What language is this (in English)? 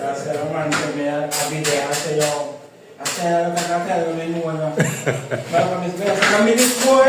Jamaican Creole English